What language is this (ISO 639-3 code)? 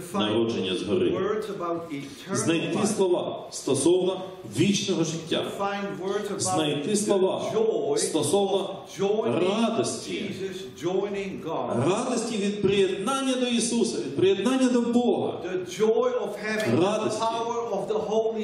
ukr